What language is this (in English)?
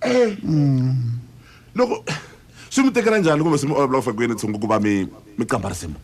Tsonga